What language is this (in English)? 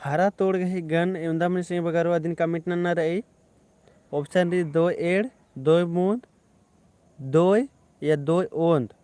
Kurukh